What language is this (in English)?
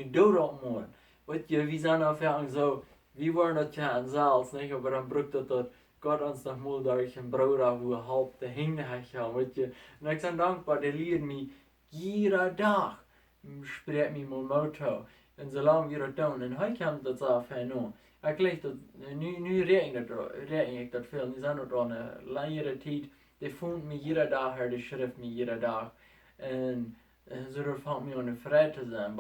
Plautdietsch